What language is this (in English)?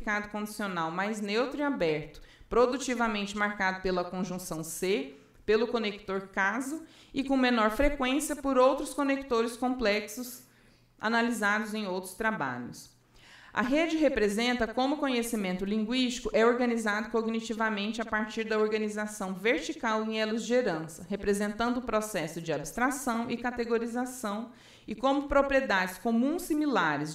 Portuguese